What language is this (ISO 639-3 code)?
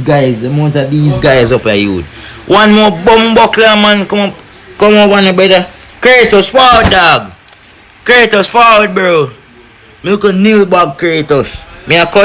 jam